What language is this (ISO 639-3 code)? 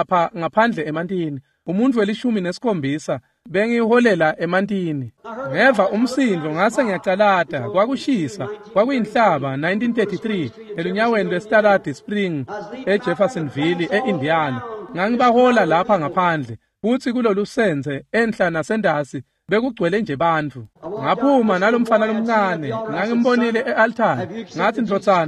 ssw